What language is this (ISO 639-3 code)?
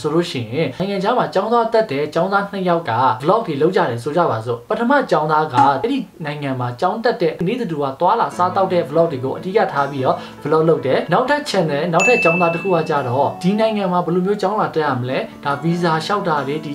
mya